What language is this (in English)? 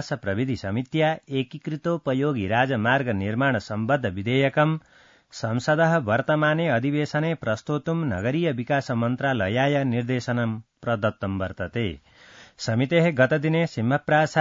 Sanskrit